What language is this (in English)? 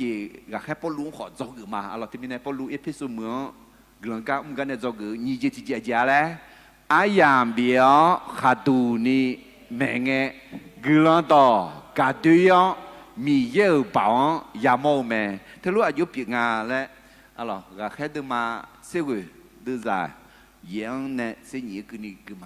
Akha